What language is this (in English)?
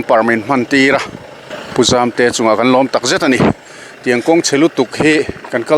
Mizo